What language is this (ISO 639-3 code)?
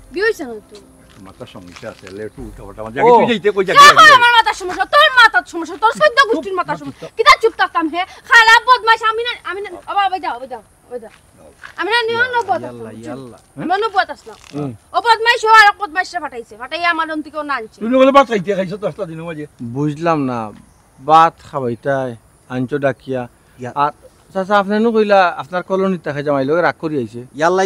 syl